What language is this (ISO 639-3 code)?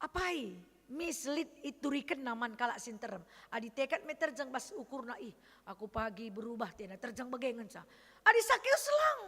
btx